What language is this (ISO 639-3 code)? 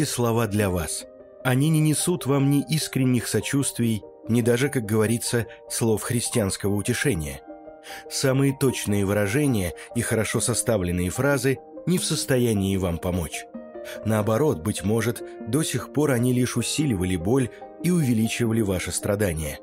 rus